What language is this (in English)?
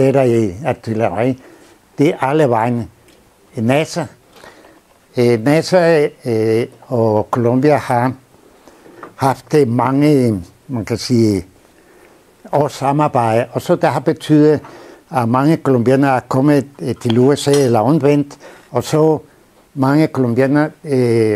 Danish